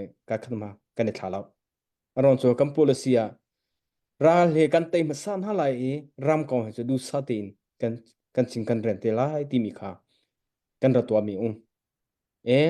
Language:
Hakha Chin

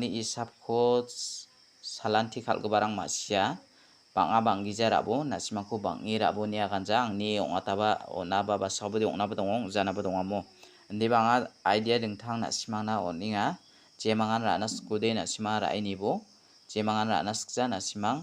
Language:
Garo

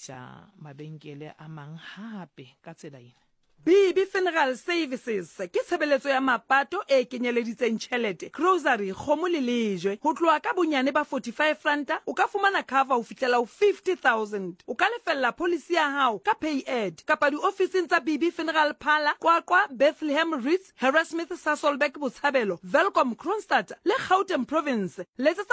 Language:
Southern Sotho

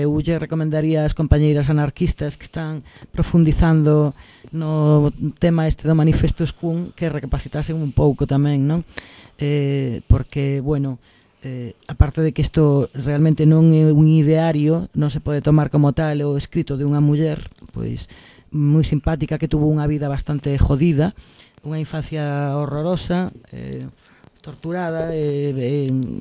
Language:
Galician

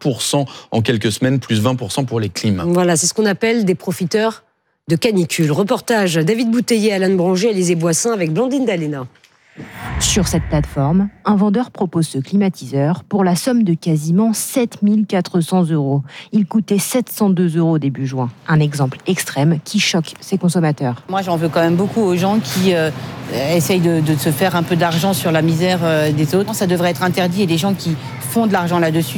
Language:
French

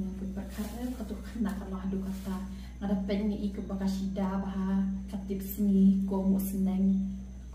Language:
Khasi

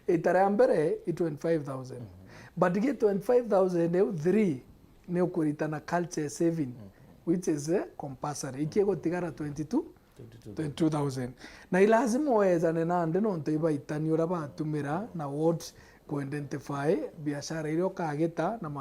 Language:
Meru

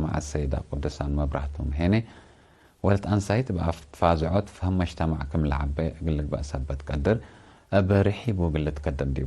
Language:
Tigre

